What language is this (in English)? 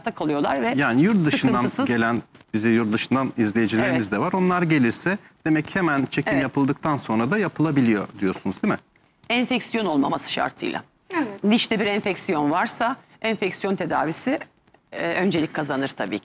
Turkish